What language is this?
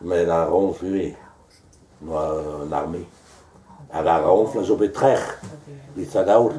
Breton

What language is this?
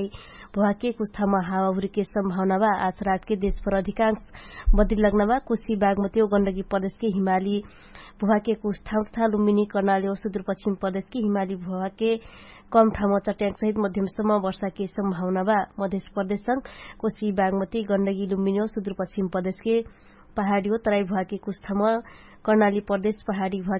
Dangaura Tharu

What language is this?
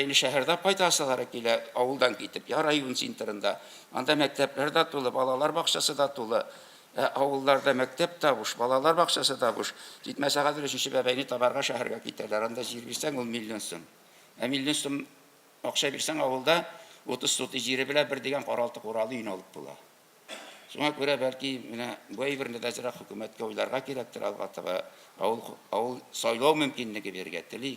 Tatar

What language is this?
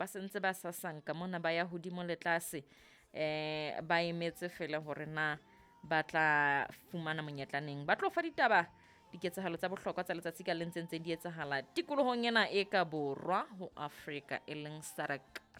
Southern Sotho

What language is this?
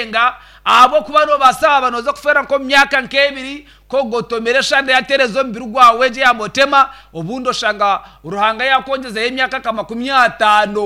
Nyankole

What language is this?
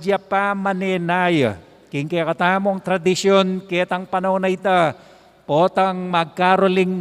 Pampanga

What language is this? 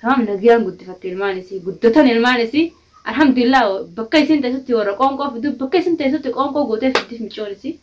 Oromo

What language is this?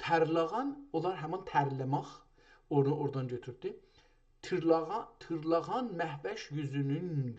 South Azerbaijani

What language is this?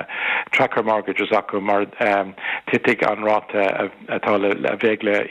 Irish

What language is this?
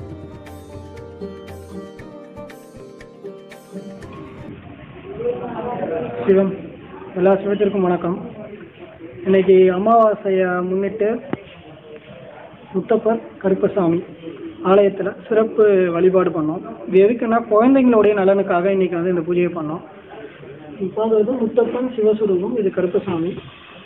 Tamil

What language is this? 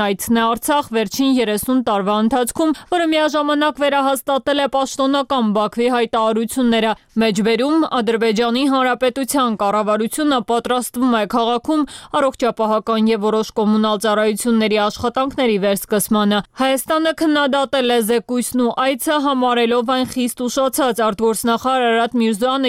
Armenian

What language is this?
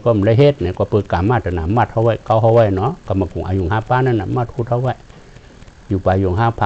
Shan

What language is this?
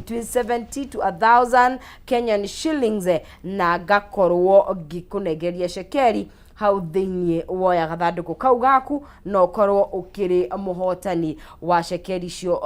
Kikuyu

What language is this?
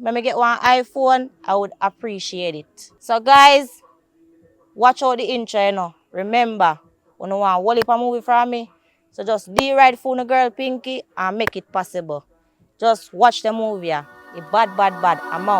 Jamaican Creole English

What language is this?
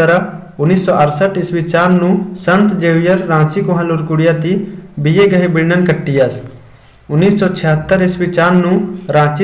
Kurukh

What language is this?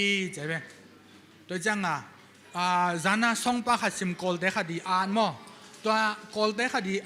Tedim Chin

